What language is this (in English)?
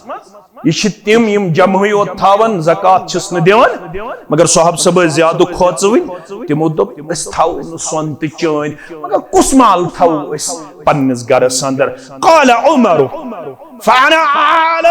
Kashmiri